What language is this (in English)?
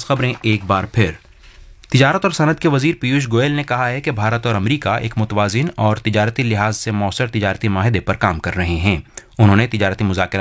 Urdu